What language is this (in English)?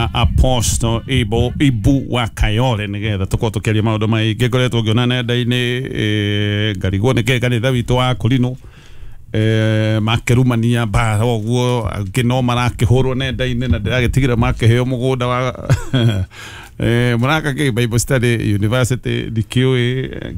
Kikuyu